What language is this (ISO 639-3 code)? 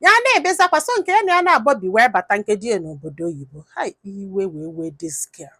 ibo